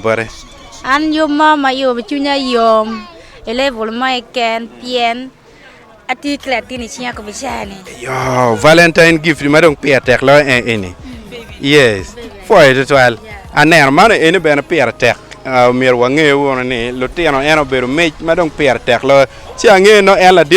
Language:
Acoli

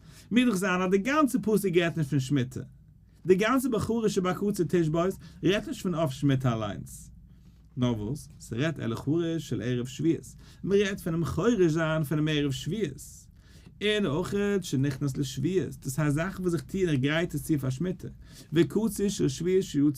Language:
Yiddish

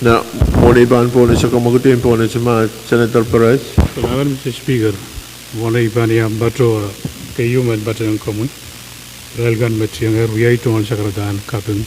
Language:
Pohnpeian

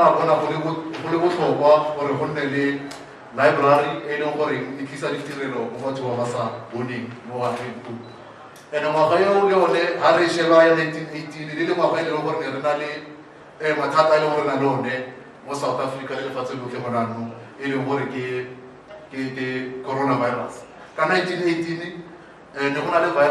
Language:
Tswana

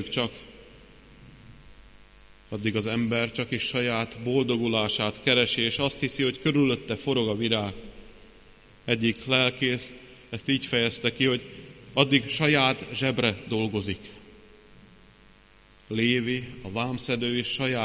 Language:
Hungarian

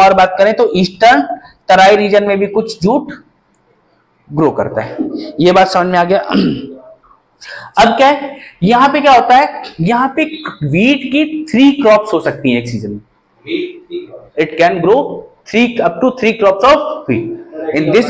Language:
Hindi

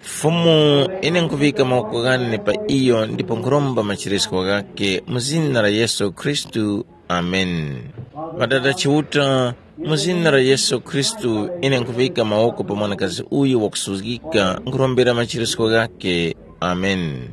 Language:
Tumbuka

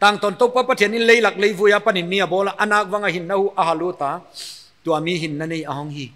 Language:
Paite Chin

